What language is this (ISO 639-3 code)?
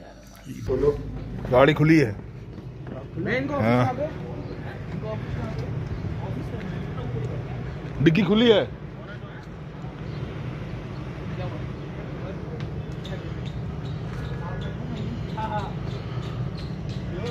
hin